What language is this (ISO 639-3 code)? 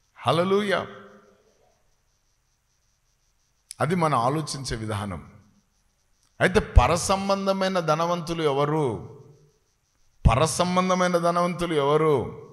tel